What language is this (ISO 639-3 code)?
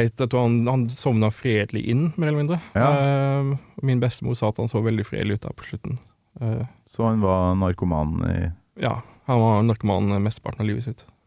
nor